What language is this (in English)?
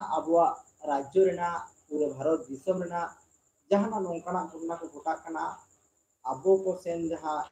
Santali